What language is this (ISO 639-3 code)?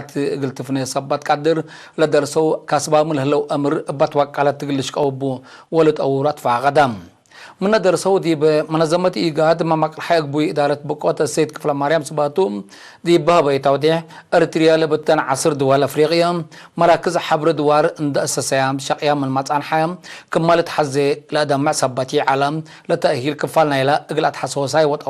tig